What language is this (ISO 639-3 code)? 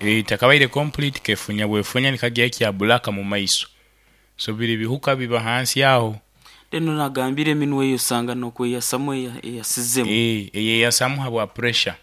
nyo